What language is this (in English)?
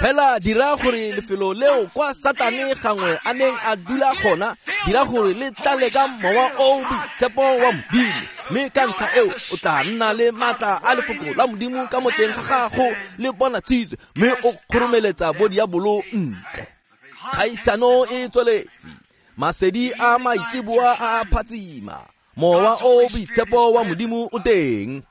Tswana